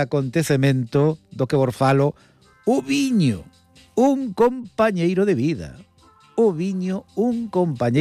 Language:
Galician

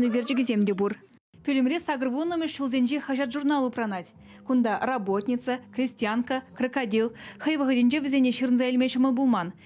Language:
Chuvash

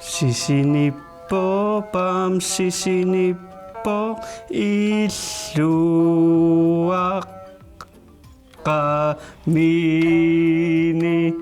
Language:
Kalaallisut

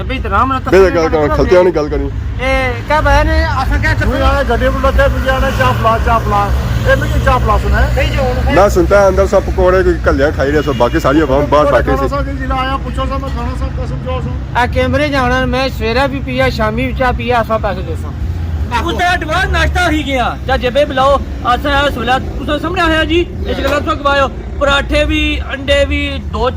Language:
Pahari-Potwari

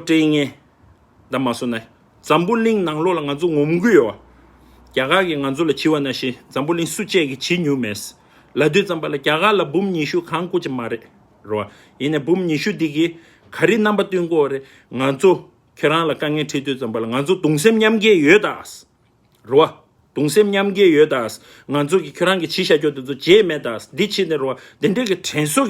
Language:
Tibetan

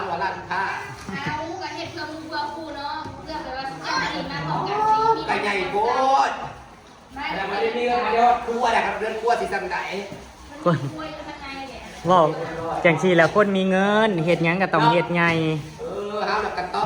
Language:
Northeastern Thai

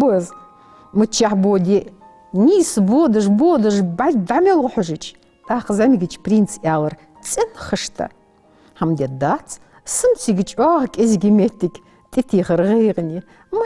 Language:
Ingush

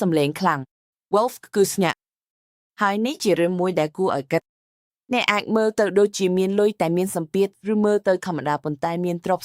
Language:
Khmer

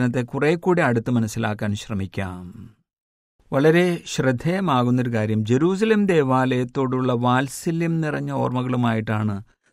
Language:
Malayalam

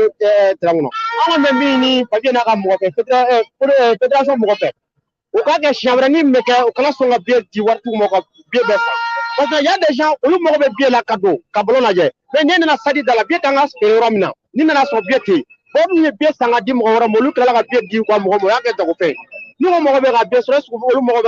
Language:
Bambara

